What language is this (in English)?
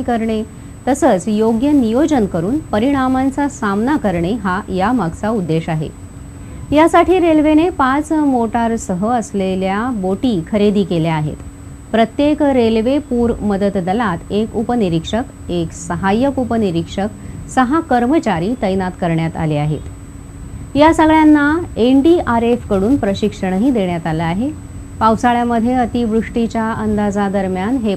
Marathi